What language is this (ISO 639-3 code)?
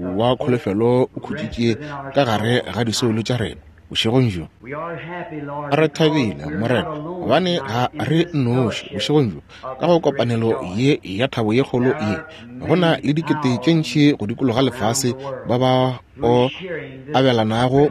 nso